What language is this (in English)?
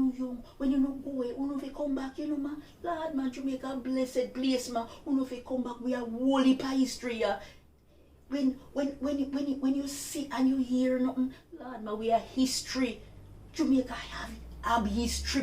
Jamaican Creole English